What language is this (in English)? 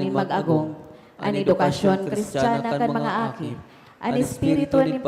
Bikol